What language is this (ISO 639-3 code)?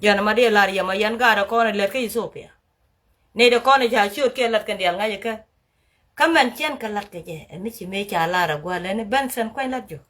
nus